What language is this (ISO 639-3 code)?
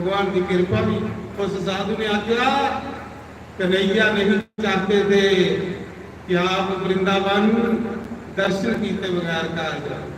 doi